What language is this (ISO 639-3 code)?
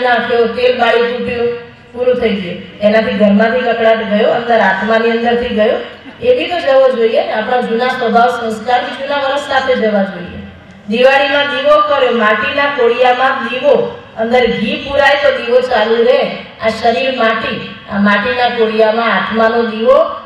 guj